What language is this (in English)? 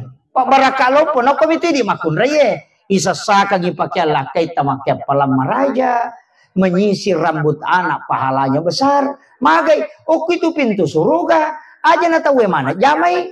Buginese